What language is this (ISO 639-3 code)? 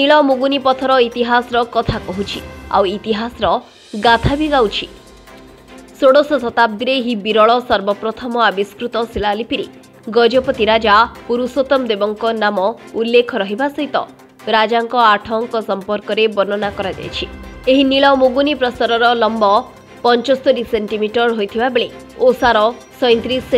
ori